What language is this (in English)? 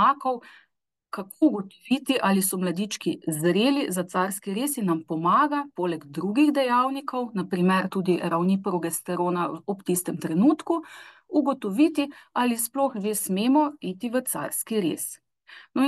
Slovenian